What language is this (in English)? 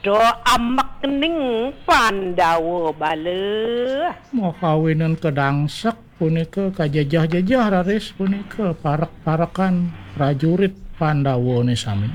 Balinese